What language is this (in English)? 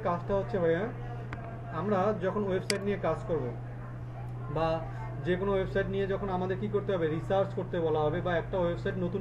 Bangla